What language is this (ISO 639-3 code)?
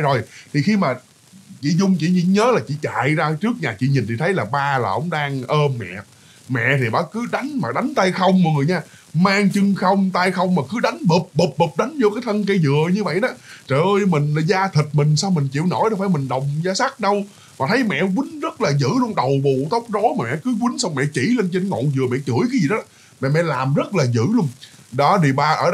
vie